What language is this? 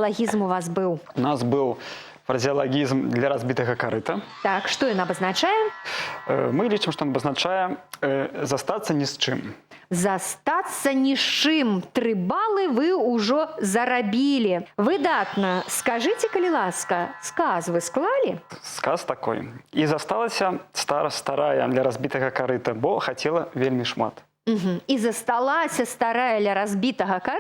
Belarusian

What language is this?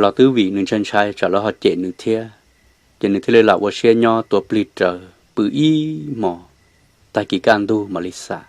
Hmong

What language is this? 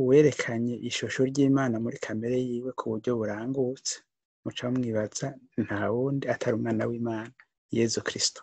Rundi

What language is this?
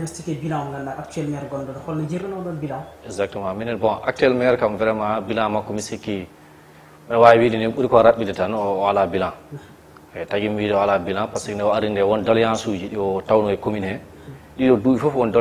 Fula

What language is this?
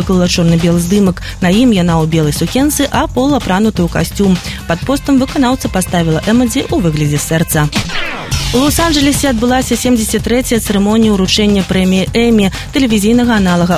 Belarusian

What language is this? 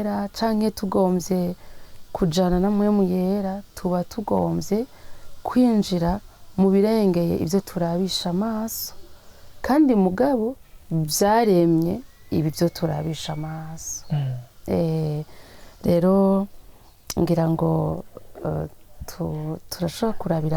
Rundi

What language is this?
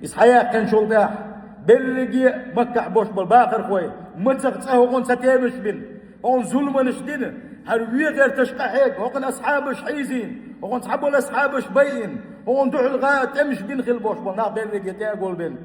Chechen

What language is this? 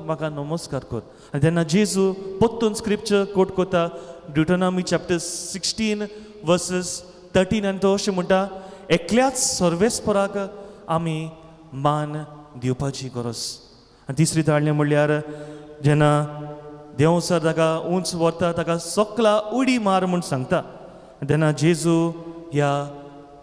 Konkani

